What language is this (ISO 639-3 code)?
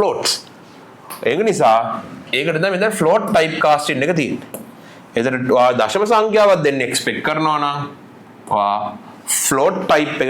sin